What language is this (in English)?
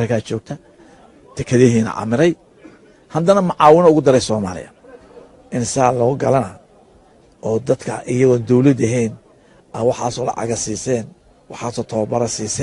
Somali